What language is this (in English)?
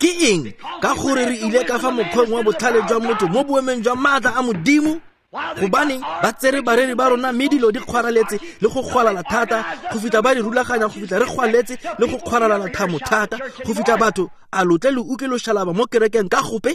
Tswana